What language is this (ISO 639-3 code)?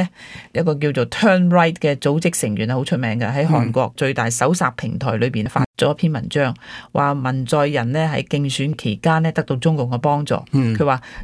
yue